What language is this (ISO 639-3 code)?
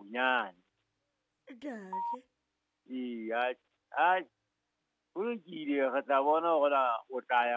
sot